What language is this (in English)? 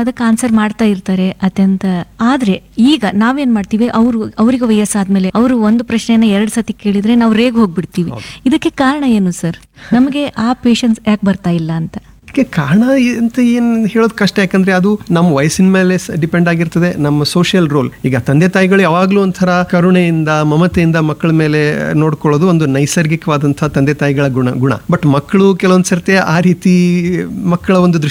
Kannada